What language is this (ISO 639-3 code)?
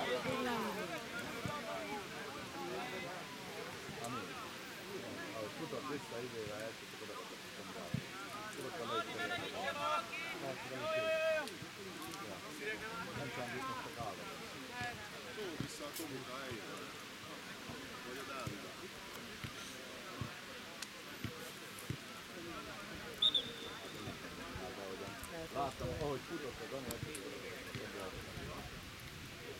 hun